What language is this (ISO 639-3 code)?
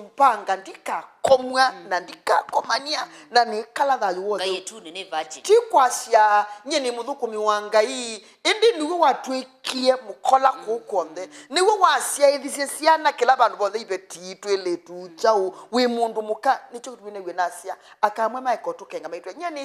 kam